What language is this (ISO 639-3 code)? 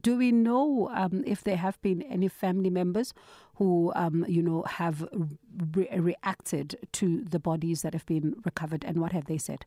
eng